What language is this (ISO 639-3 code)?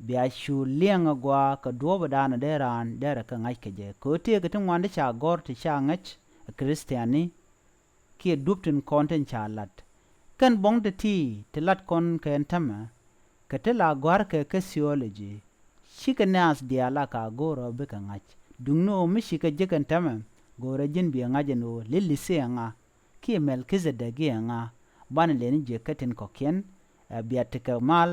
nus